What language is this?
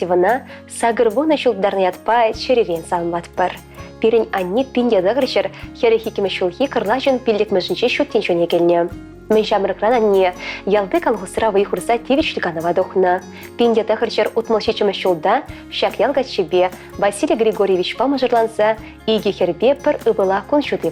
Chuvash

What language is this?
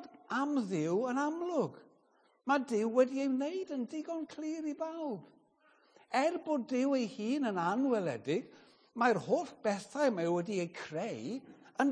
Welsh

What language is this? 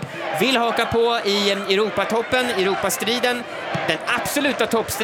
Swedish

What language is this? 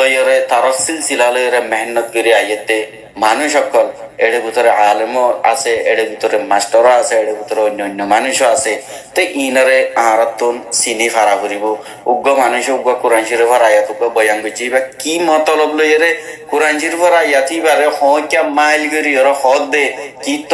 Rohingya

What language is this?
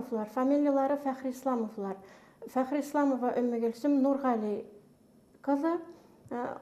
Bashkir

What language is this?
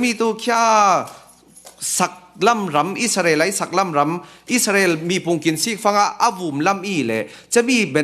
Falam Chin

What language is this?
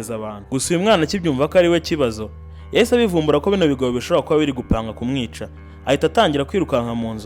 Kinyarwanda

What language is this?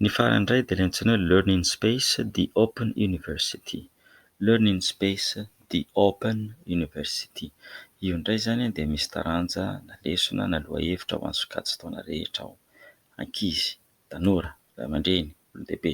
Malagasy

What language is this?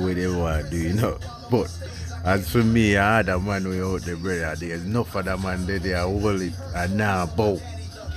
Jamaican Creole English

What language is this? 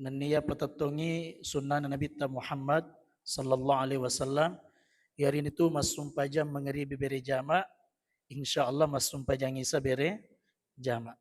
Buginese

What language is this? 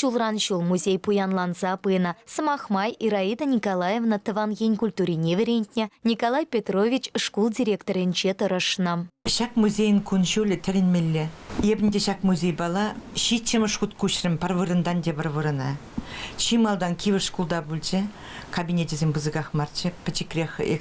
Chuvash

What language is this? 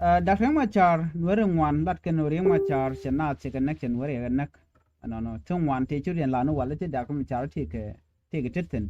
Nuer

